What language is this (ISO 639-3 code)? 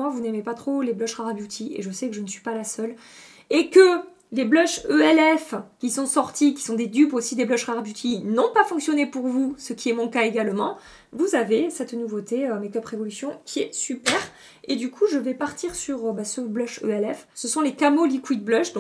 fra